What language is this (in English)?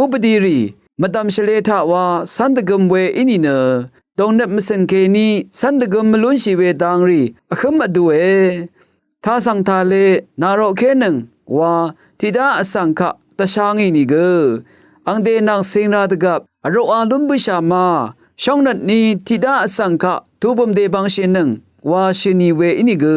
Rawang